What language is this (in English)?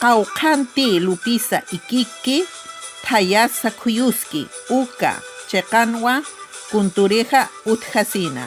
Aymara